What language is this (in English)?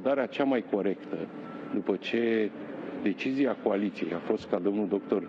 Romanian